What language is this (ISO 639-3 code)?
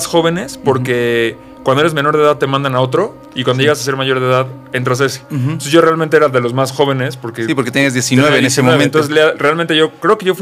spa